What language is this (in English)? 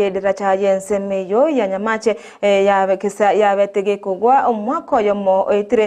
Gusii